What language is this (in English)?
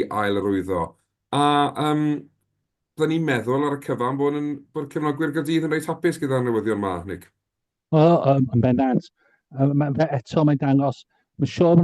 Welsh